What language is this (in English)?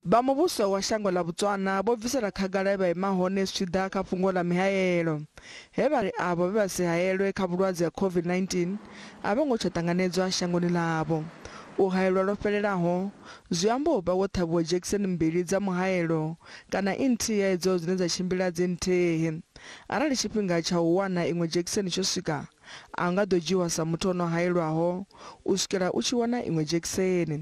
Venda